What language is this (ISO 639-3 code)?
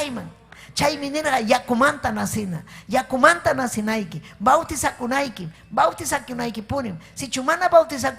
quy